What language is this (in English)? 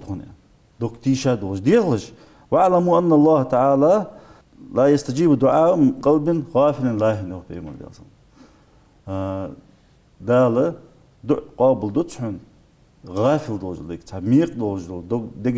Ingush